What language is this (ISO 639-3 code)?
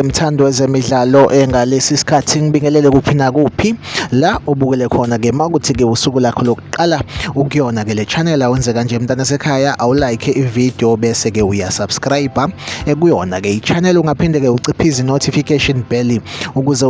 zul